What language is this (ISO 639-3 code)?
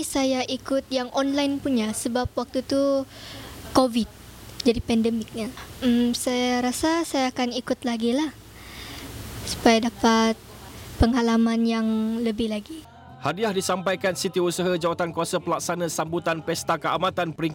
msa